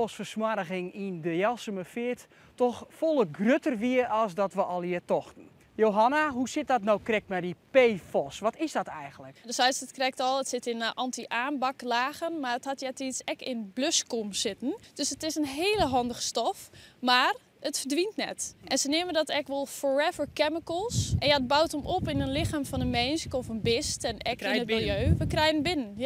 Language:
Western Frisian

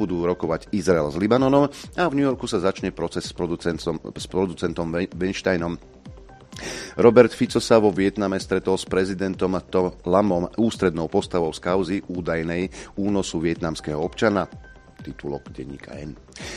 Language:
Slovak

